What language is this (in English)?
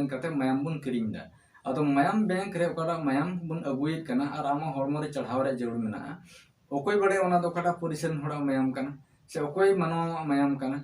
Santali